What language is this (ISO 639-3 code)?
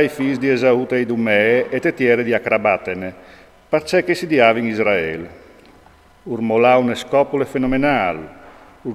fur